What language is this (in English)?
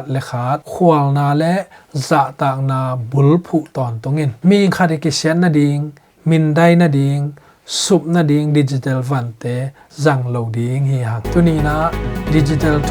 Tedim Chin